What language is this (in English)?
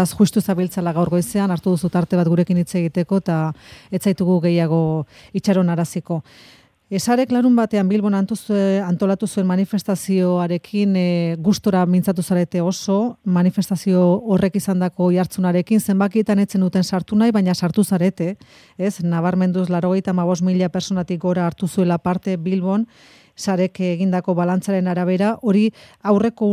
Basque